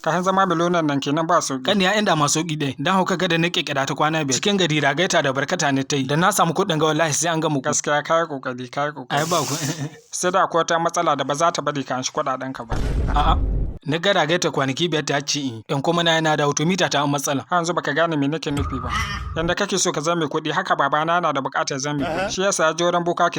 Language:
Hausa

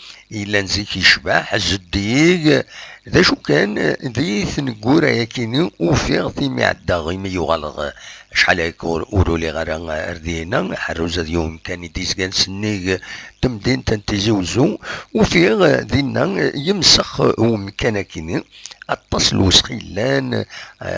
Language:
Kabyle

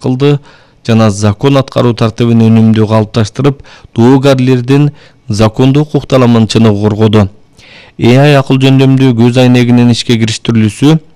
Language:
Kyrgyz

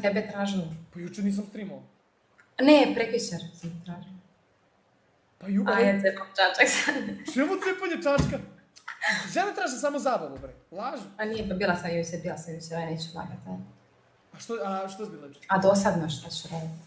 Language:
Serbian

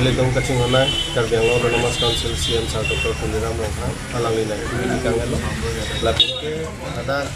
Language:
Karbi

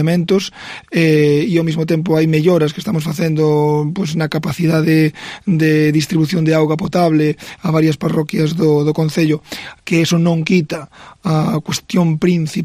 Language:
Galician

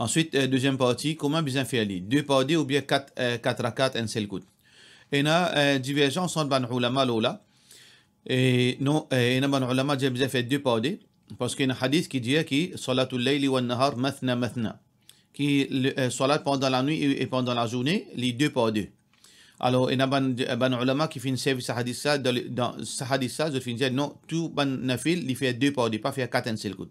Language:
Morisyen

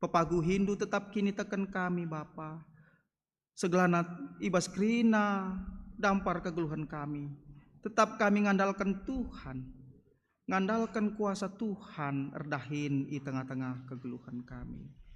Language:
Batak Karo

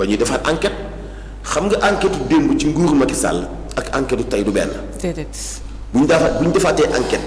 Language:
Wolof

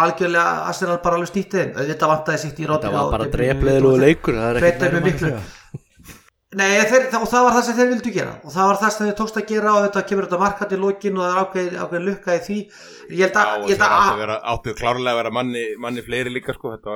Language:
Icelandic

